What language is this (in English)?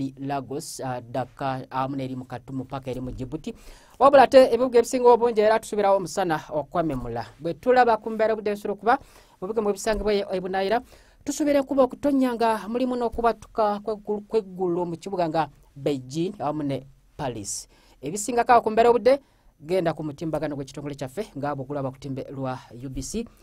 Ganda